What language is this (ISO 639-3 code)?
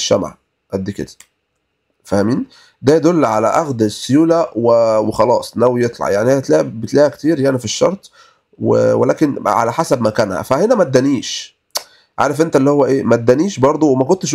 arz